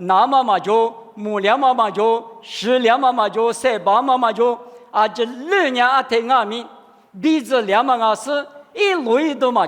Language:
Lisu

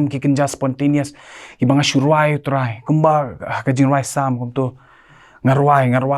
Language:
Khasi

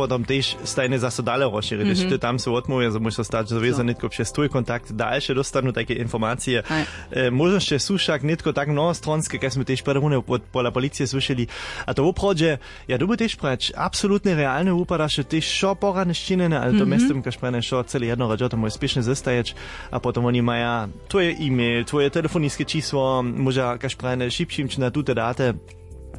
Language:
Upper Sorbian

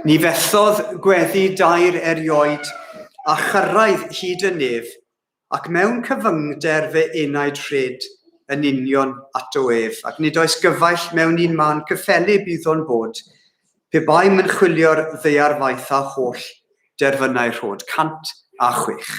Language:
Welsh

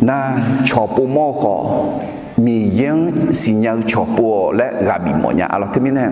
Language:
Akha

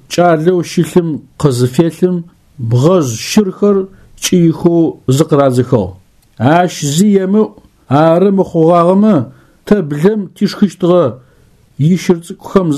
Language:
Adyghe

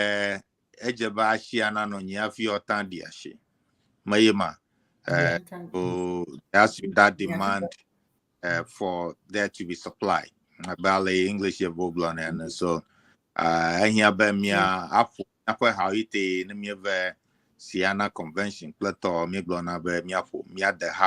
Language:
Ewe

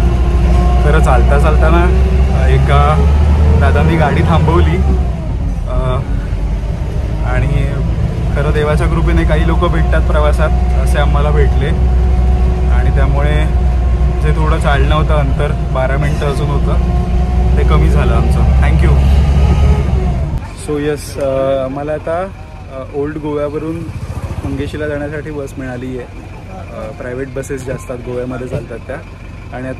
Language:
Marathi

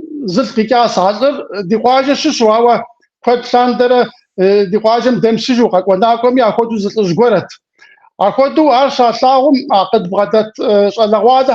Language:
Kabardian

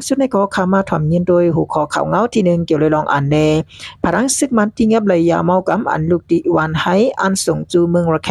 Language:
Shan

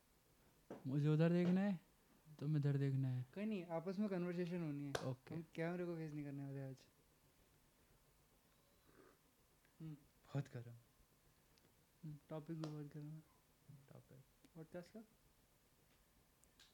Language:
Hindi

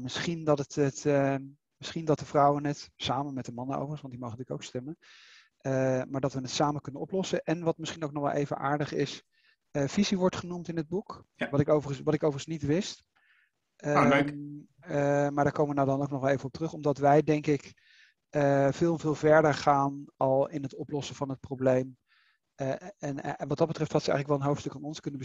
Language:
Dutch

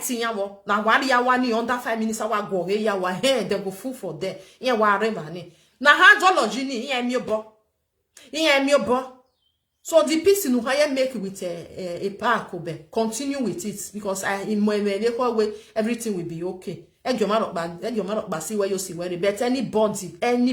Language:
Nigerian Pidgin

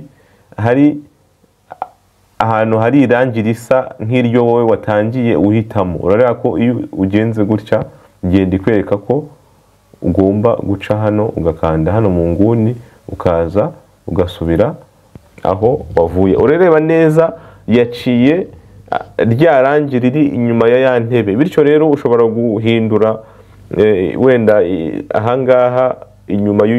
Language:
Kinyarwanda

